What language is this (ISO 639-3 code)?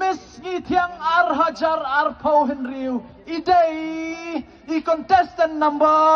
kha